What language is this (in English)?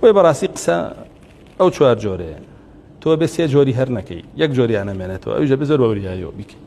Central Kurdish